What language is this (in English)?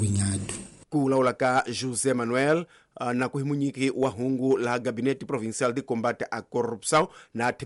Tsonga